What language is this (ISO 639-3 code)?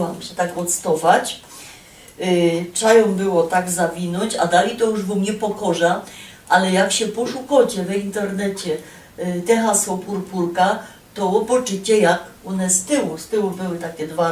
szl